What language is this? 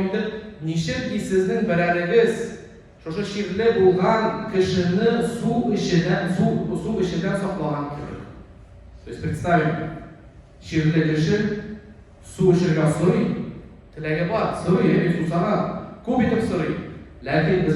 Tatar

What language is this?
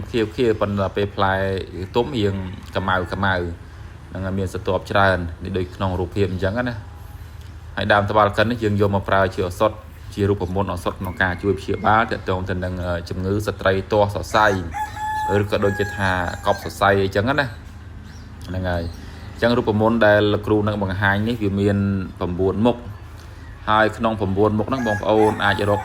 Khmer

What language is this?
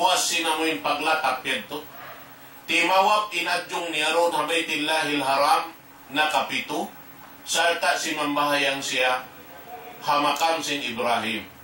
Tausug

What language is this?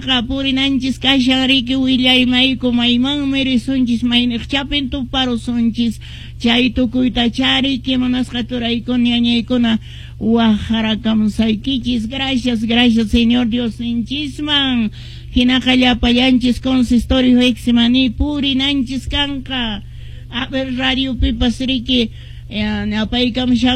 Quechua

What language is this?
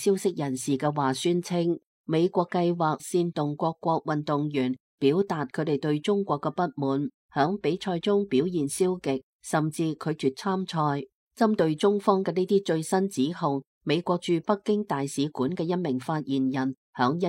Cantonese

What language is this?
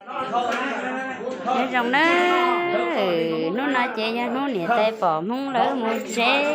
Hmong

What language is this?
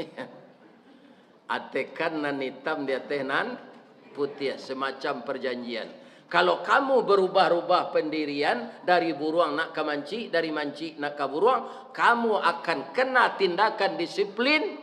Minangkabau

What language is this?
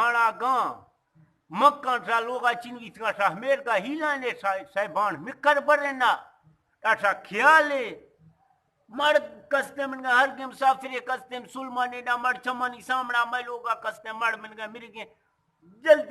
Eastern Balochi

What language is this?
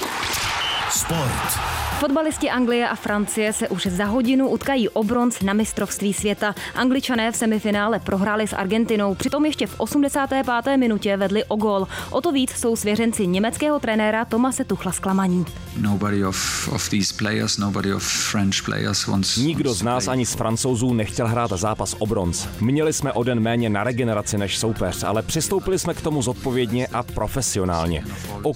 Czech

